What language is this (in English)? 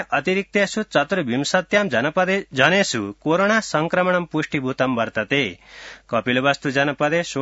Sanskrit